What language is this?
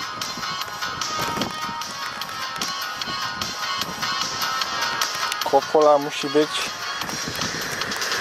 Polish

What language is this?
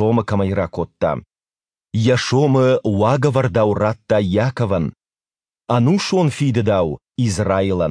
Ossetic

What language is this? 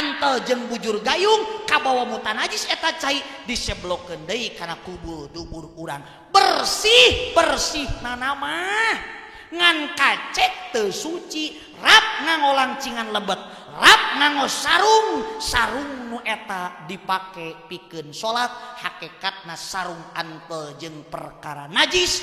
Sundanese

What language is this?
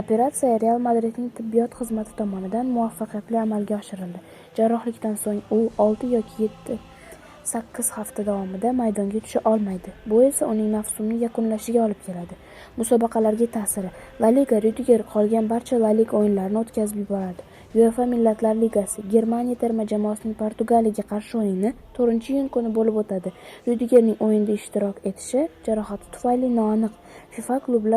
Uzbek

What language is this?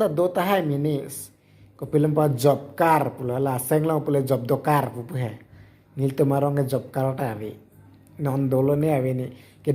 Karbi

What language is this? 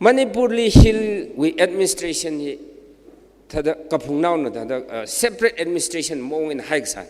Tangkhul Naga (India)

